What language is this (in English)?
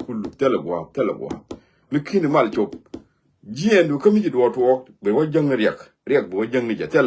Nuer